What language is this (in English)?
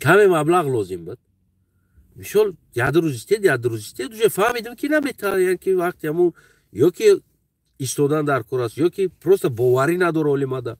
Tajik